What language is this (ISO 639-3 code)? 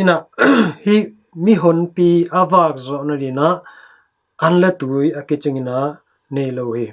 ctd